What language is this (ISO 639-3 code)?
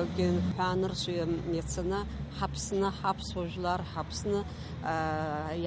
abk